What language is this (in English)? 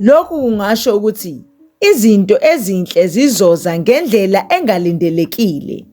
Zulu